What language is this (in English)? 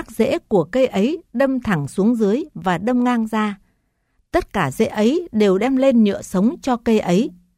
Vietnamese